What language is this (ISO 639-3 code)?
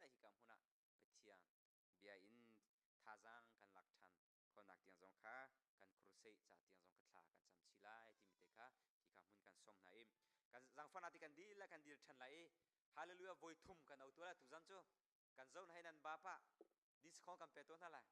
cnh